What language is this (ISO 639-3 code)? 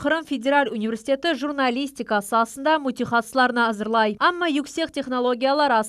crh